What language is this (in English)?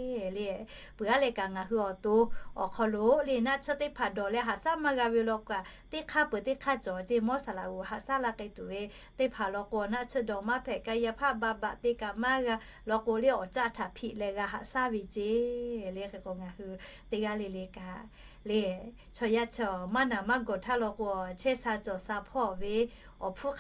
Lahu